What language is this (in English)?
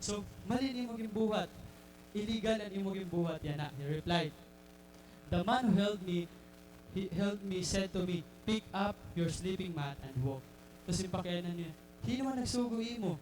Waray